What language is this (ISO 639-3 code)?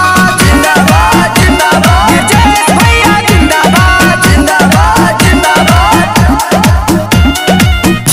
bho